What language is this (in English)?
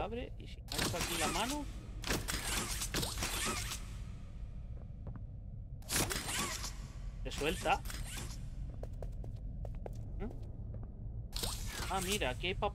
Spanish